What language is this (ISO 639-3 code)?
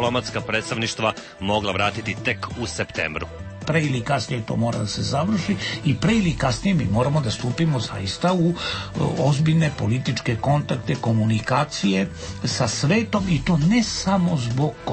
srp